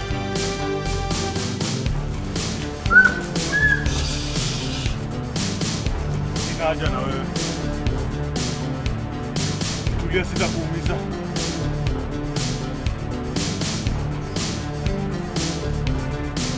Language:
Swahili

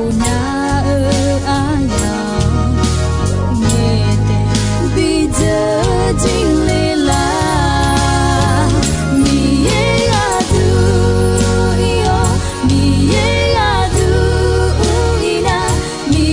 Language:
Akha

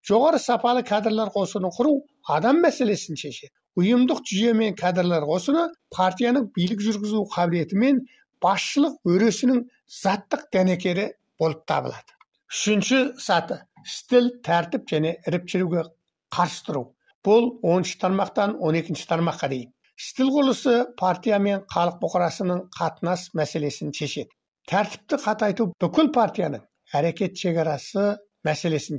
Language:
Kazakh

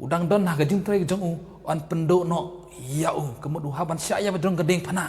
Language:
Khasi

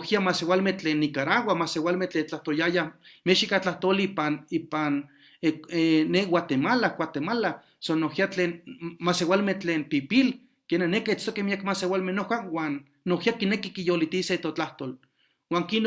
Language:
Eastern Huasteca Nahuatl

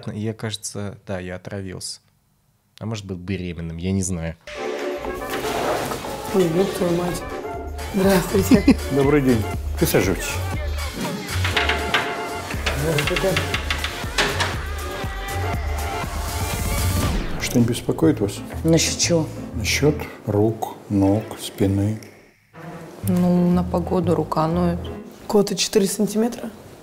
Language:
Russian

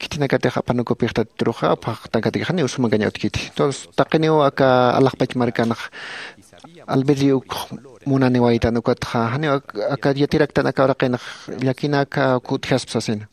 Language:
Aymara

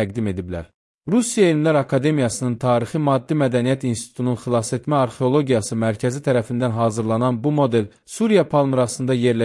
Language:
Azerbaijani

